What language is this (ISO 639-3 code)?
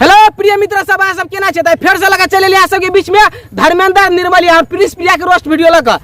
mai